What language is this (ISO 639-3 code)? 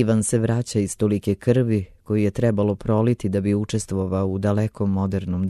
srp